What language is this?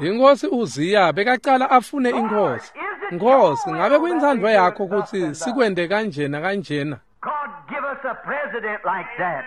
Swati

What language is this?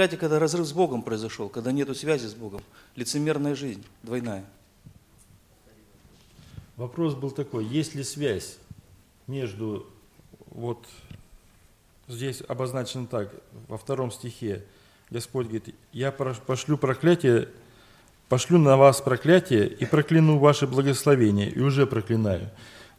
Russian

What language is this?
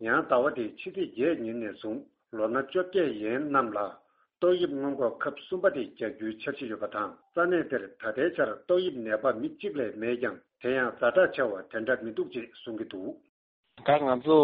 Tibetan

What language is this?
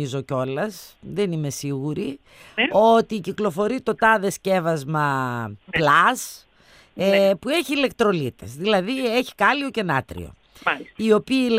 Greek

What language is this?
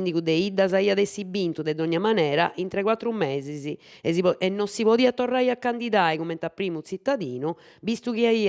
Sardinian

